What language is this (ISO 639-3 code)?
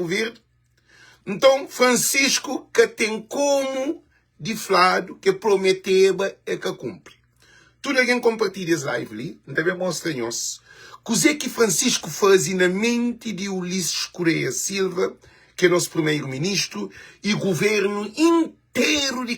kea